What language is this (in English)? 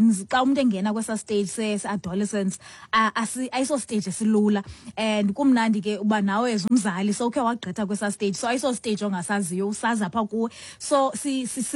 Xhosa